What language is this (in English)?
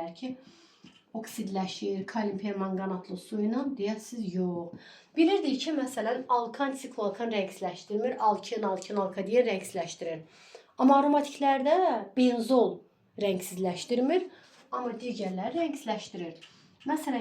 Azerbaijani